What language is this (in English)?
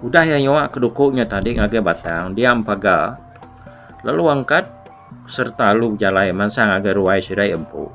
Iban